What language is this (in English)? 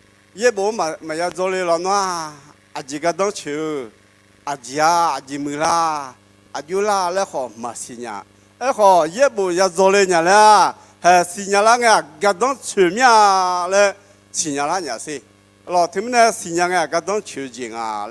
Akha